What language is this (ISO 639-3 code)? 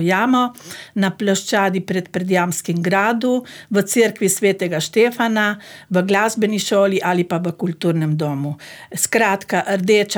slv